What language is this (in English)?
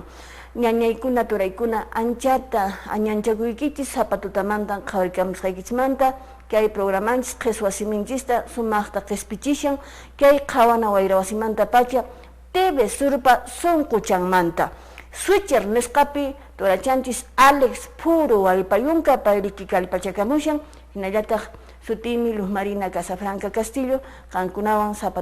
Quechua